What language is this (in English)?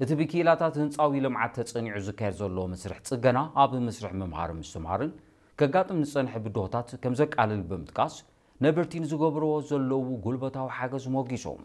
Tigrinya